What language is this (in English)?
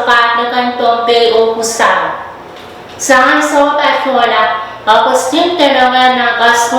Pohnpeian